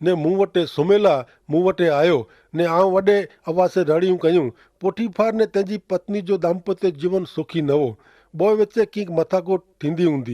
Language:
Kachhi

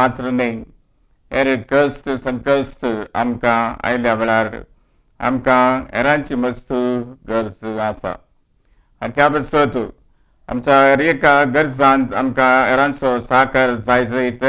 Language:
Konkani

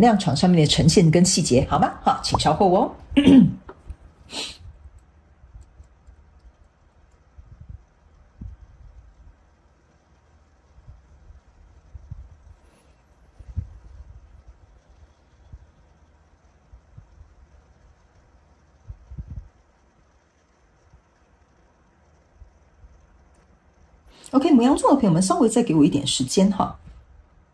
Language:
Chinese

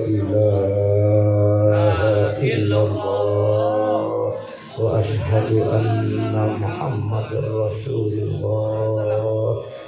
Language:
Madurese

